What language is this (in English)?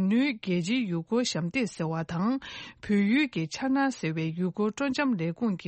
Tibetan